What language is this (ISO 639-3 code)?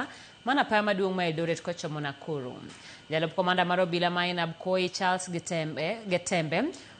luo